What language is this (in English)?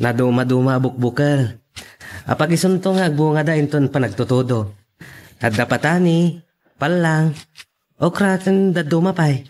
Iloko